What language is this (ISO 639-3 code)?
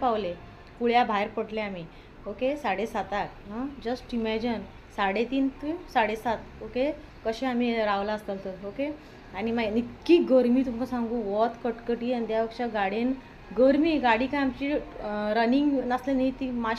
kok